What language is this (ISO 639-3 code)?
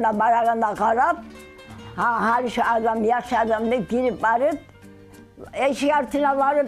kum